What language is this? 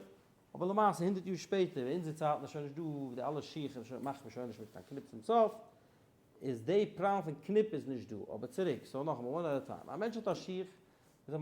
Yiddish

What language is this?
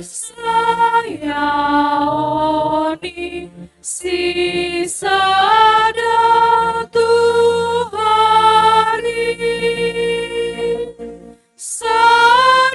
Batak Simalungun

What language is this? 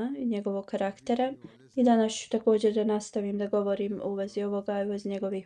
Bosnian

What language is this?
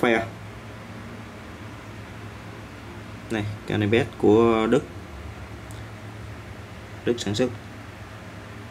Vietnamese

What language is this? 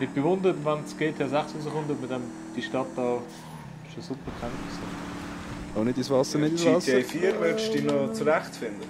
Swiss German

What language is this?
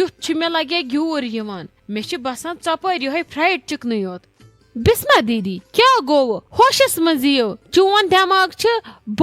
Kashmiri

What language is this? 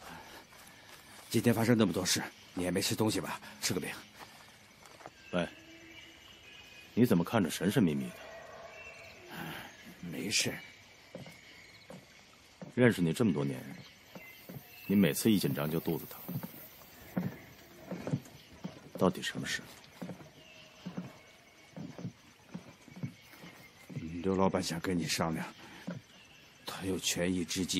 Chinese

